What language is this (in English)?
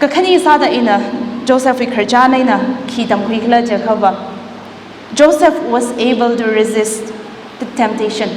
Tangkhul Naga (India)